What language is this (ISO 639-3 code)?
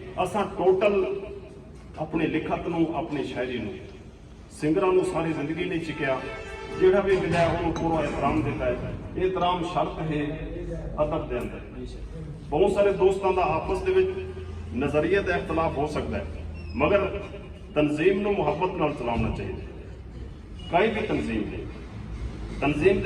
skr